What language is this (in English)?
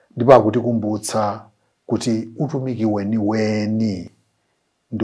Nyanja